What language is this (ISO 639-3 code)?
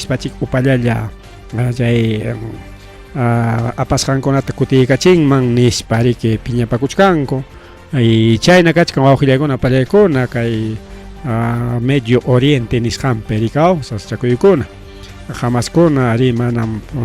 quy